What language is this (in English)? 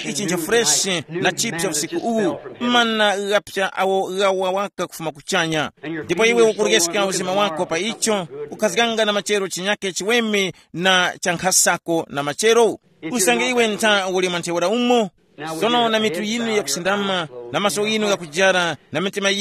Tumbuka